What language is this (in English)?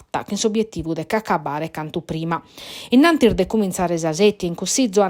Sardinian